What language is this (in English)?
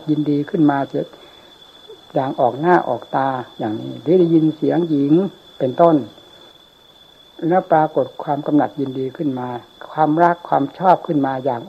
Thai